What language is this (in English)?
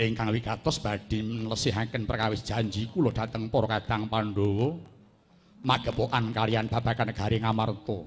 Javanese